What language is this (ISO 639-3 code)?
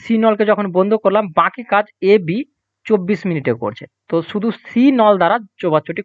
ben